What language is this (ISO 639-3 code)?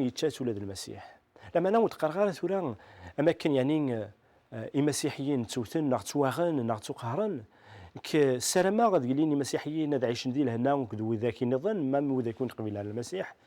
kab